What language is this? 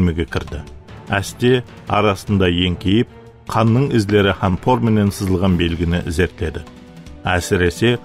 Kara-Kalpak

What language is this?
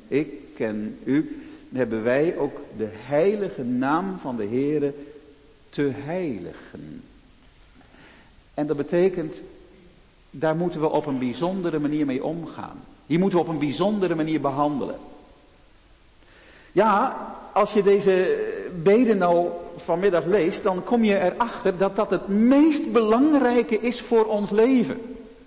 Dutch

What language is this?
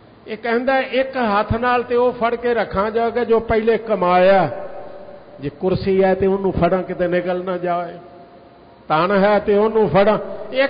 Punjabi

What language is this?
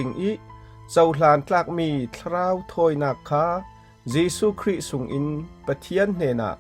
Falam Chin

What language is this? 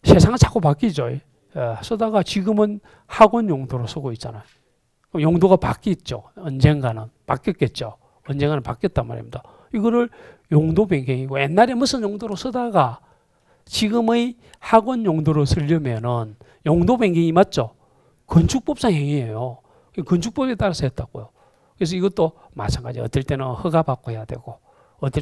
Korean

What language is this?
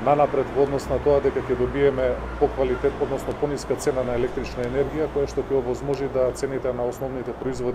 Macedonian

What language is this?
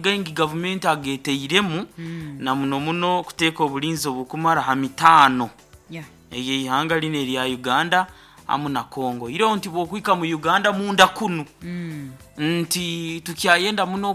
Nyoro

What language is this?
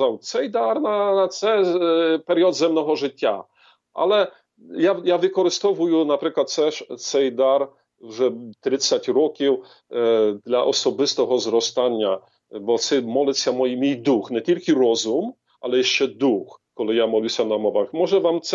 Ukrainian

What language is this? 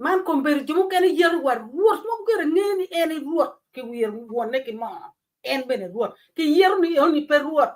Acoli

